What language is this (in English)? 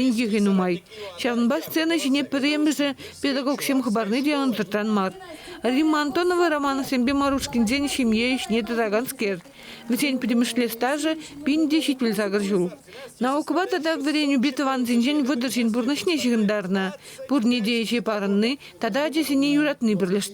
Chuvash